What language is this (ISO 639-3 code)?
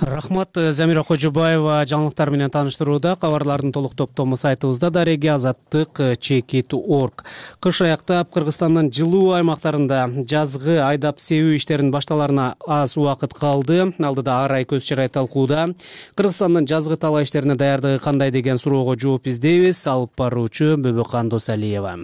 kir